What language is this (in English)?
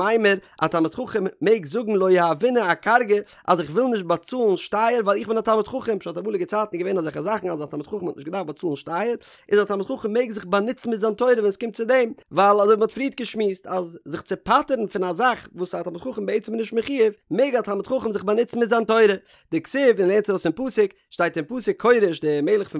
Yiddish